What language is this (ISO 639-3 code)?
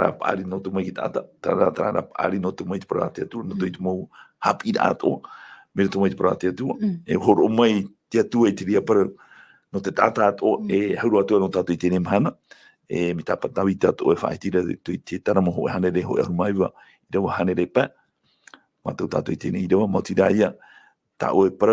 tah